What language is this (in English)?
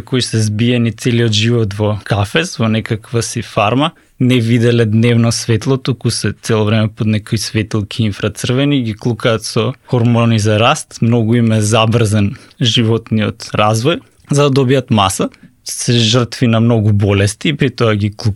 Macedonian